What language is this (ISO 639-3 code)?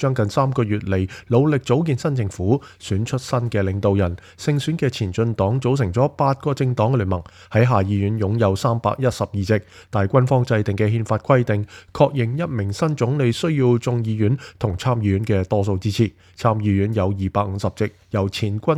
yue